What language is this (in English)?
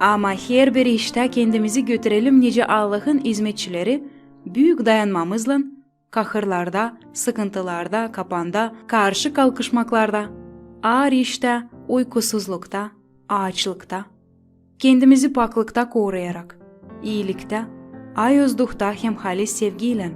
Gagauz